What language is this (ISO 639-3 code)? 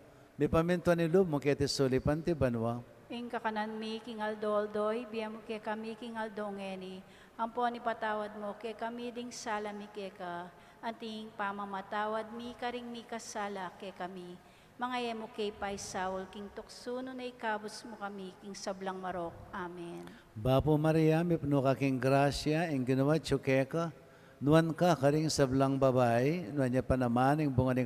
pam